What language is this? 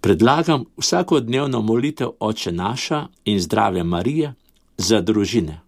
Slovenian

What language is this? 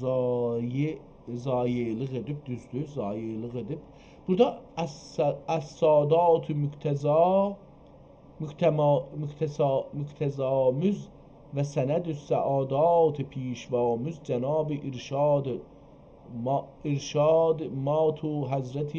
South Azerbaijani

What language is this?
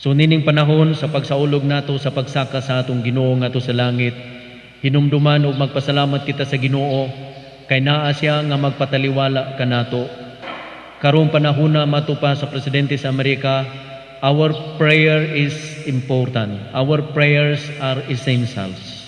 Cebuano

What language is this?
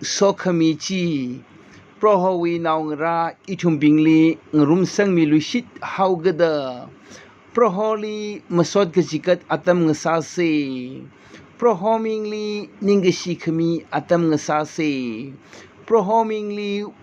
Tangkhul Naga (India)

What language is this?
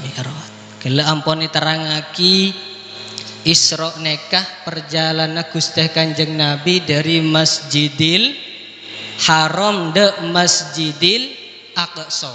Madurese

